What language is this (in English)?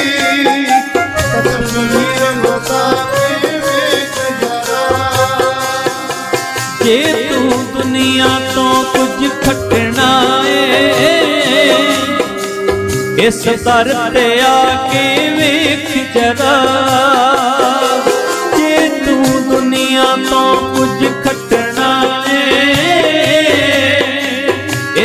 Punjabi